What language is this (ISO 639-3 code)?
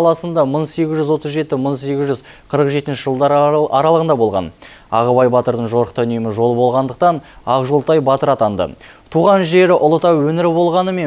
kaz